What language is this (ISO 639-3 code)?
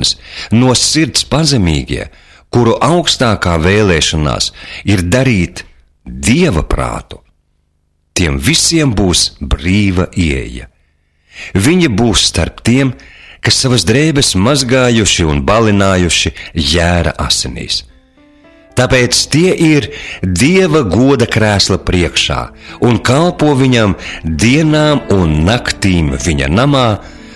lav